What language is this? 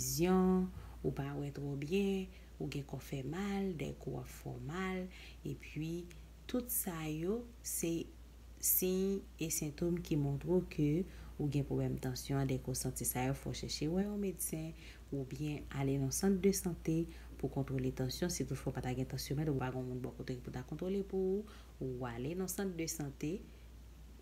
Haitian Creole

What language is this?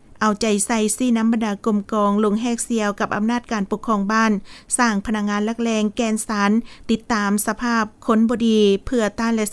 Lao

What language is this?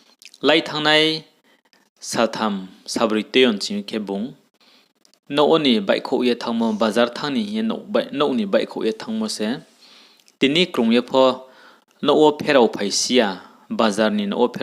Riang (India)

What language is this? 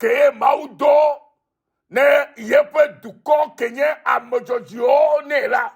Ewe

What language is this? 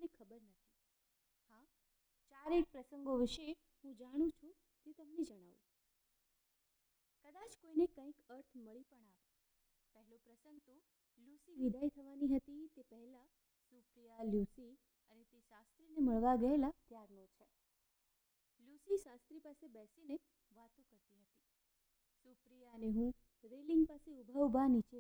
Gujarati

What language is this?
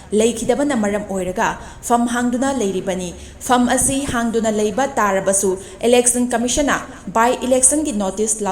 Manipuri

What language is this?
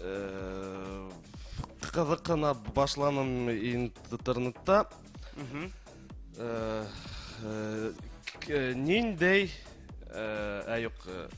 Bashkir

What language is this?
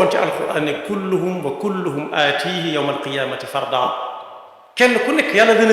Wolof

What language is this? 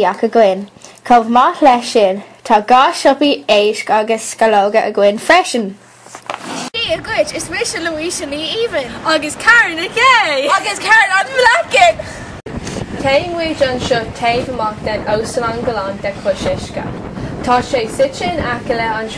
Irish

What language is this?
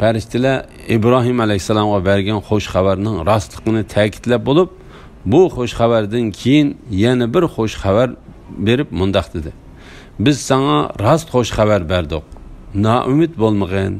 Uyghur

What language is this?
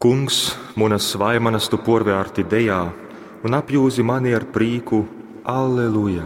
Latgalian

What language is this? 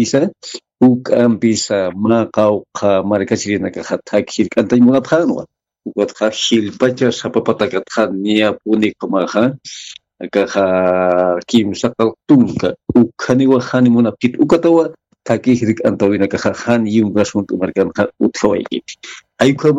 Aymara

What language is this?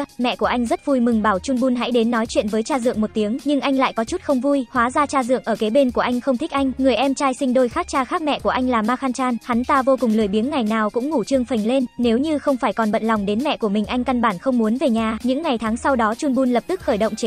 Vietnamese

